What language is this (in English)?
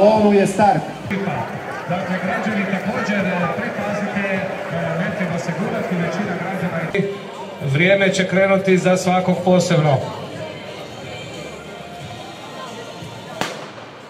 Croatian